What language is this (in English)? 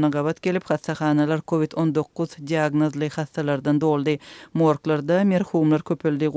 Turkmen